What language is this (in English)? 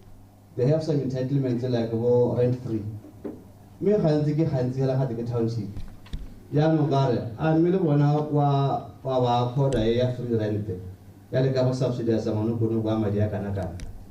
Tswana